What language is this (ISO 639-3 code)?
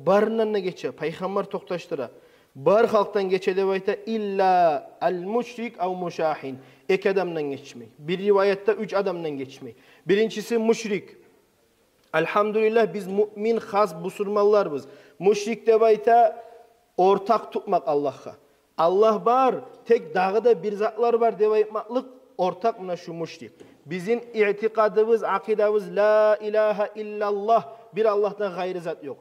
kum